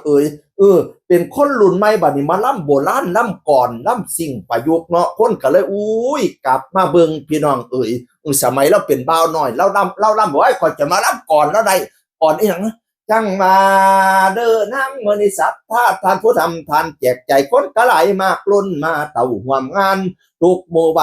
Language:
Northeastern Thai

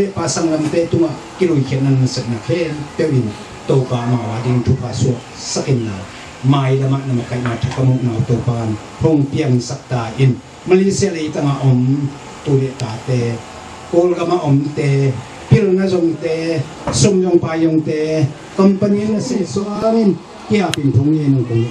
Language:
Tedim Chin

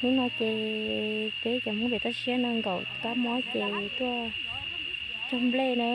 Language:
Hmong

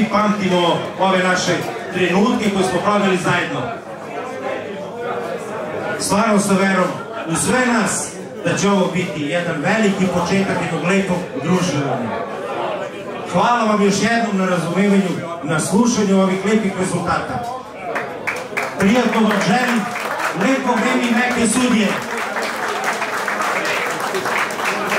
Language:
Serbian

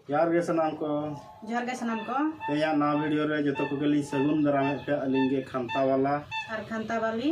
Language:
Santali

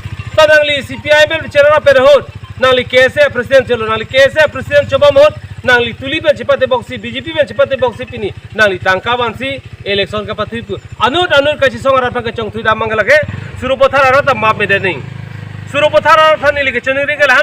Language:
Karbi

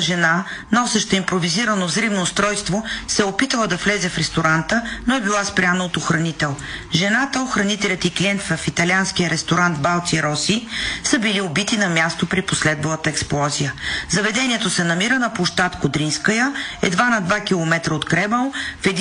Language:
Bulgarian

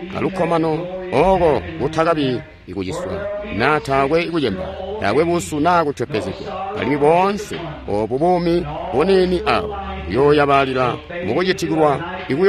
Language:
Tonga (Zambia)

